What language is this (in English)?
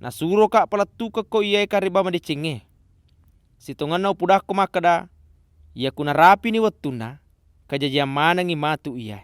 Buginese